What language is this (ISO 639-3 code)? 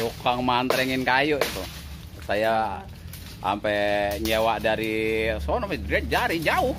bew